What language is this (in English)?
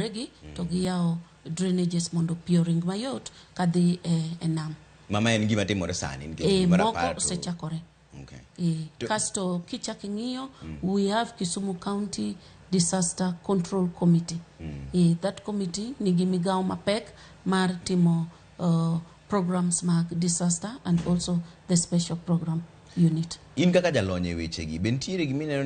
Luo (Kenya and Tanzania)